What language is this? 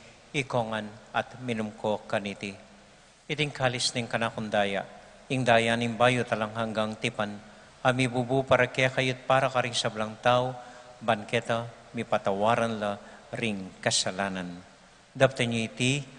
Pampanga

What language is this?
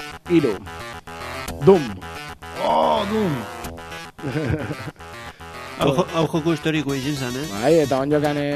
Basque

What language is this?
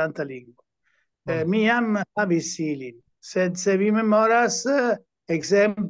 Esperanto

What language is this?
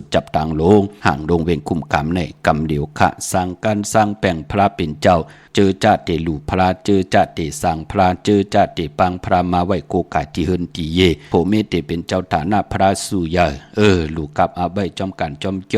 Shan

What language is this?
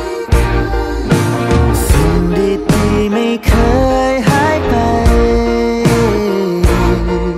Thai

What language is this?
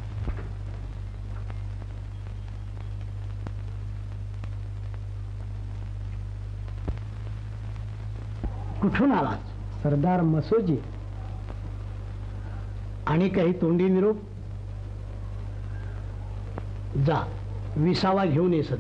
Marathi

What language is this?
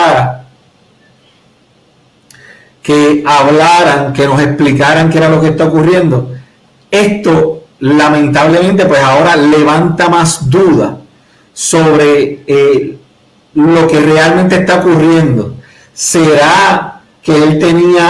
Spanish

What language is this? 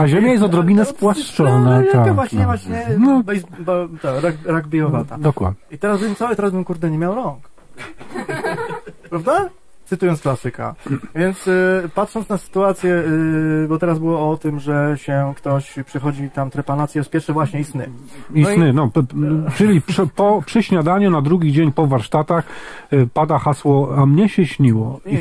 Polish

